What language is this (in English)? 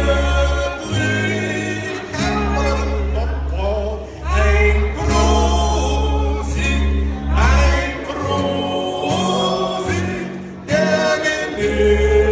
Bavarian